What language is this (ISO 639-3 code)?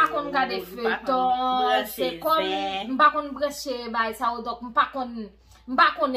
hat